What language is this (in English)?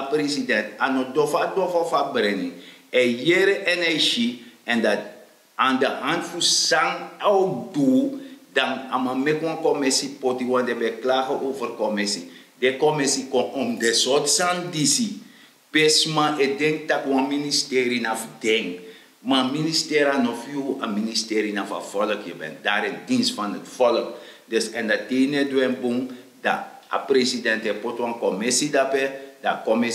Sranan Tongo